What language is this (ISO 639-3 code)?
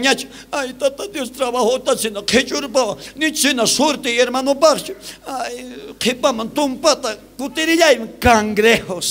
quh